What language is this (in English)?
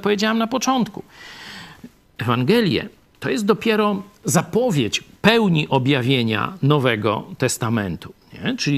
Polish